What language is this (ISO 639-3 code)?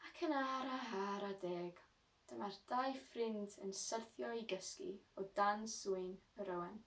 cym